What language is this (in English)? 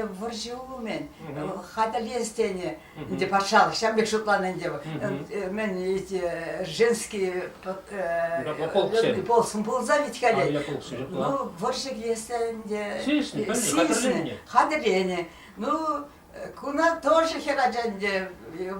Chuvash